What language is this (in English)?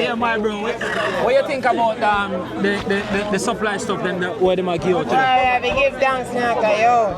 Jamaican Creole English